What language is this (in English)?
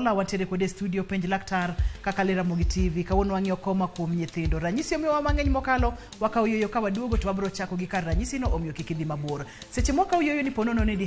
Luo (Kenya and Tanzania)